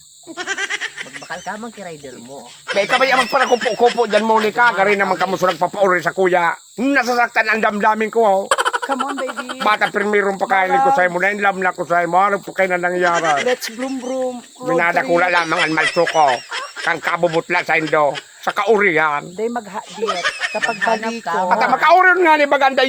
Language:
Bikol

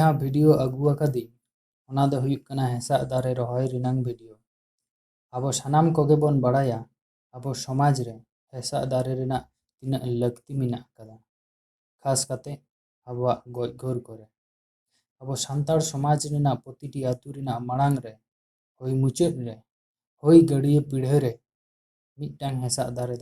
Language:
Santali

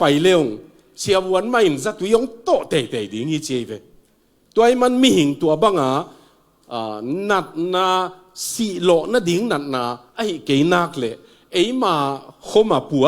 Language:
Tedim Chin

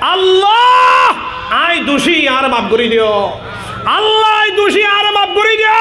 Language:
Rohingya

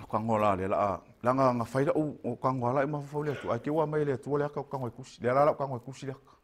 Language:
Samoan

